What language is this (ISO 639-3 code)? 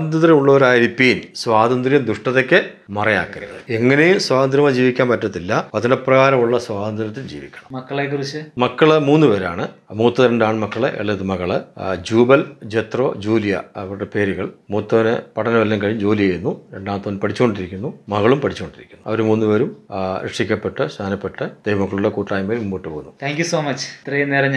mal